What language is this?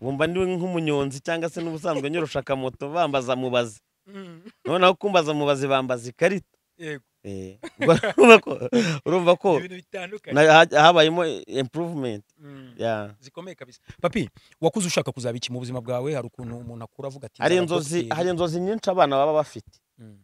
Kinyarwanda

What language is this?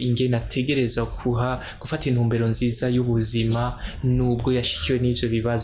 Rundi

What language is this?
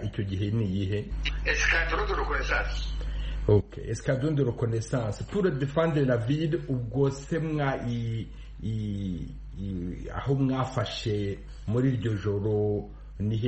Kinyarwanda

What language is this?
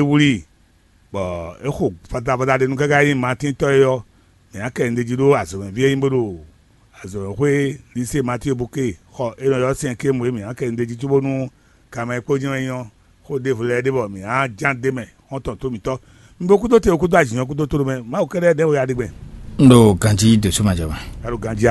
Fon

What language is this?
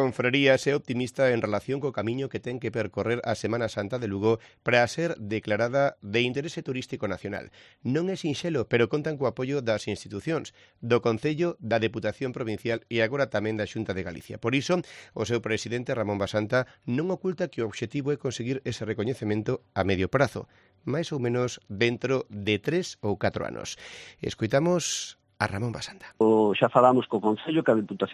Galician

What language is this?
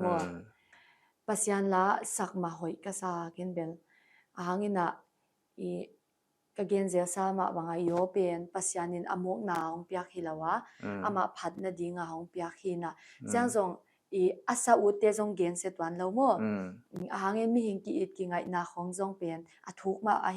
Paite Chin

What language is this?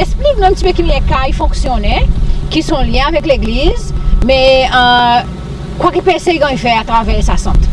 Seselwa Creole French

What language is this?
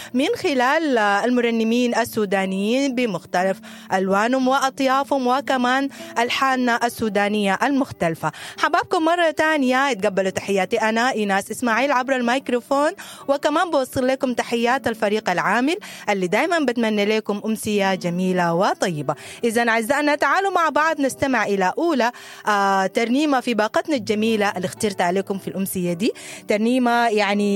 Sudanese Arabic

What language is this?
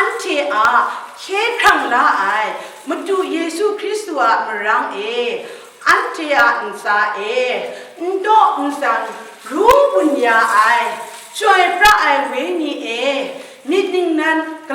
Kachin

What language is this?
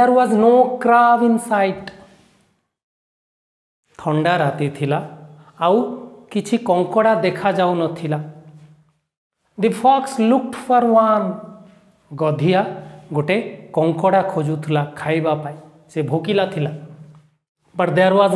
Odia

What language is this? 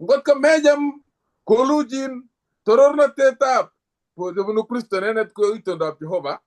Kalenjin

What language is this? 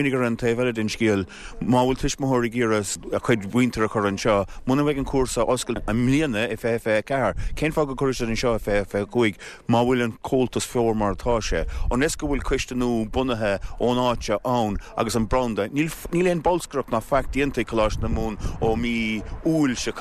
Irish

